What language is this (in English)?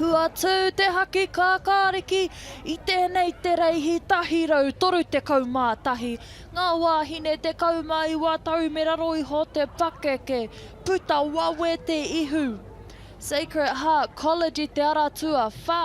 Māori